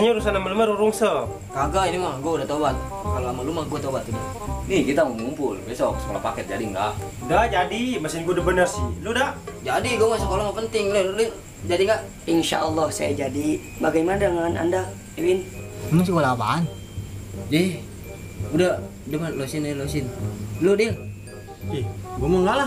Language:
Betawi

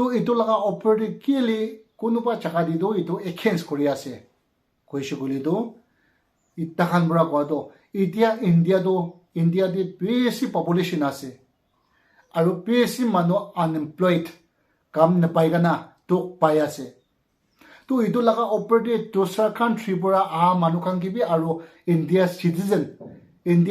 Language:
Naga Pidgin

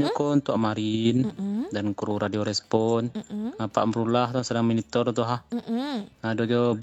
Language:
Minangkabau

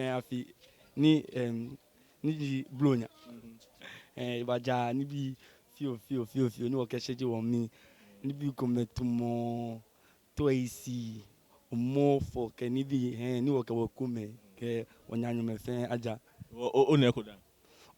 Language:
Ga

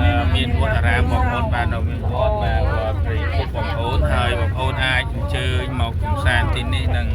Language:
Khmer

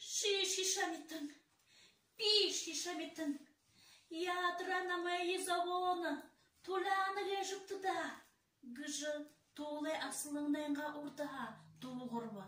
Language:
Buriat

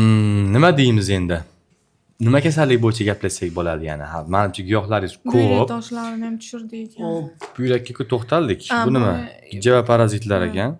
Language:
Uzbek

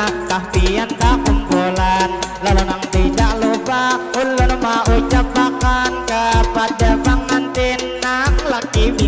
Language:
Banjar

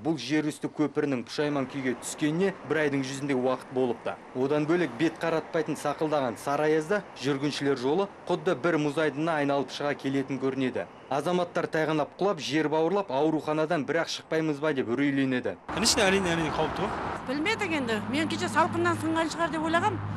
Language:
Kazakh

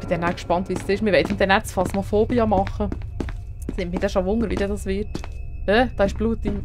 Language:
Swiss German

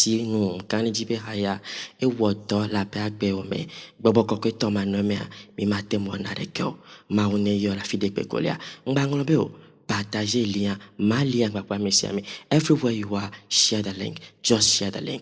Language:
Ewe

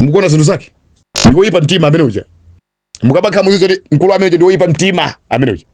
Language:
Nyanja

